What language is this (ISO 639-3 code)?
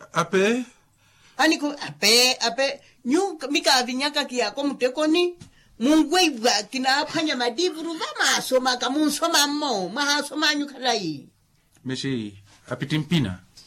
vmw